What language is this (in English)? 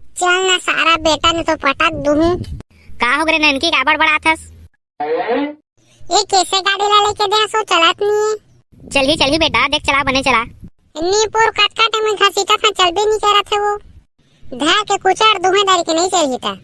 Chhattisgarhi